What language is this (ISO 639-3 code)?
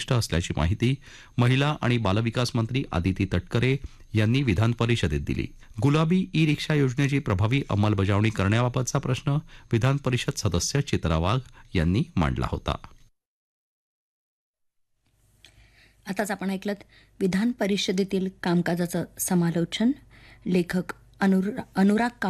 mar